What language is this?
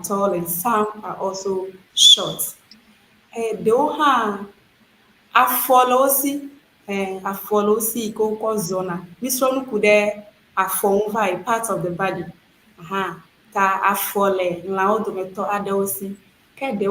Ewe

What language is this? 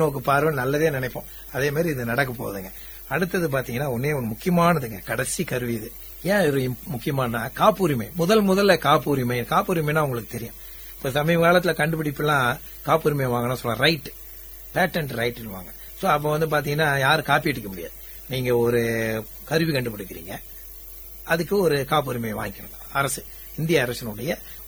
Tamil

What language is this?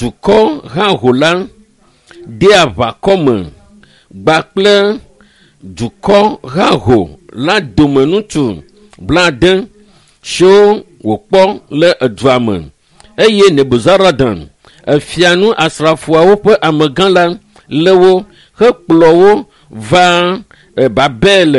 Ewe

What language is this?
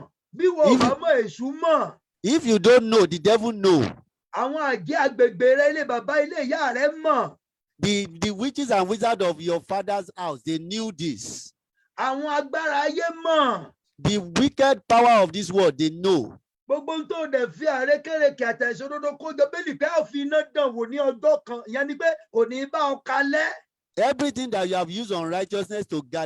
Yoruba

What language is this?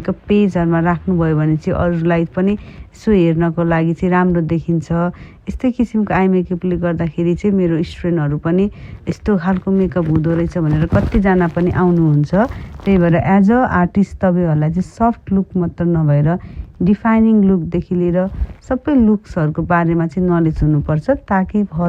Nepali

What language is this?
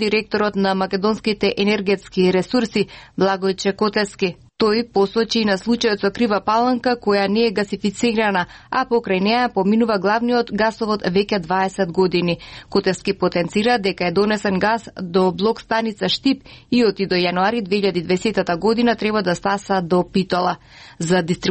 Macedonian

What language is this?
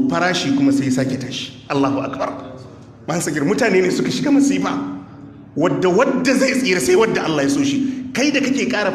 Hausa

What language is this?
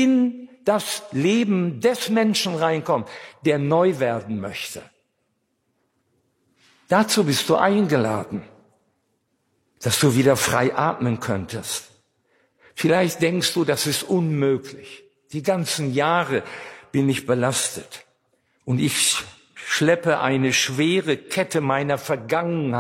German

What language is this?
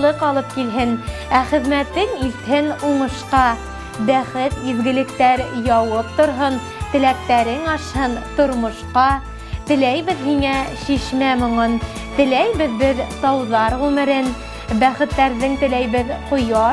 Bashkir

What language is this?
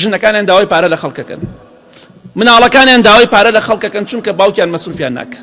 Central Kurdish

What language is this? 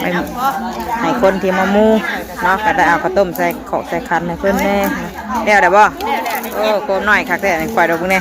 Northeastern Thai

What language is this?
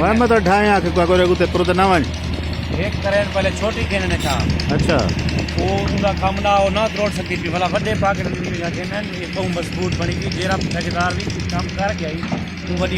Saraiki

